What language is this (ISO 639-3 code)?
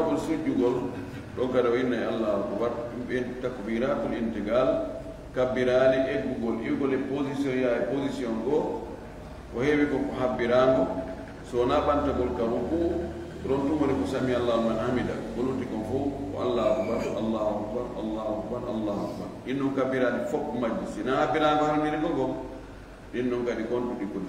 ful